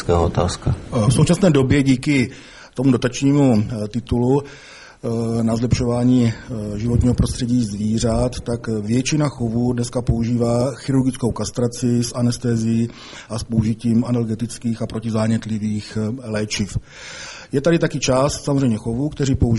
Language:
Czech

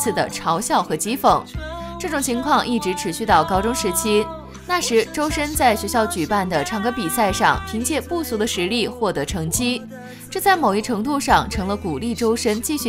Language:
Chinese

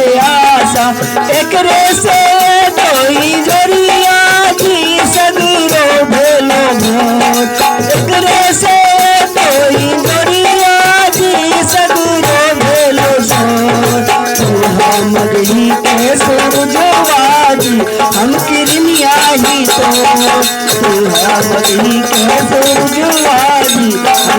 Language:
Magahi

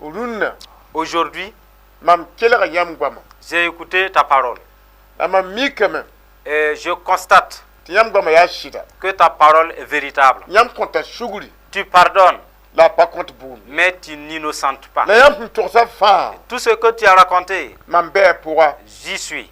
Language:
Mossi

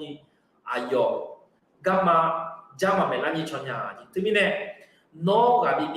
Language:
Akha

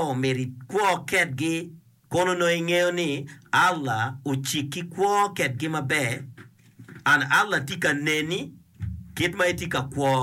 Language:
Acoli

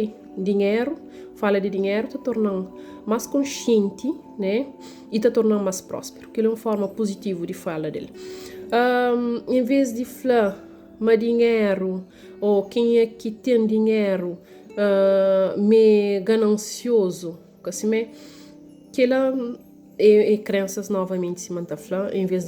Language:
Kabuverdianu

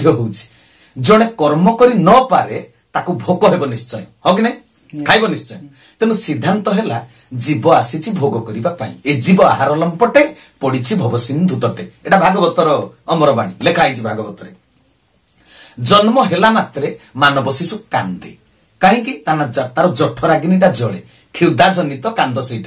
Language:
Odia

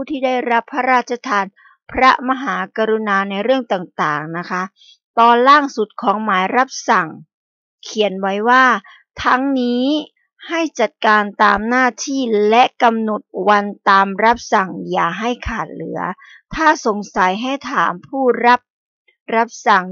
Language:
Thai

